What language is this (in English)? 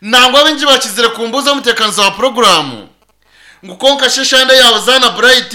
Nyankole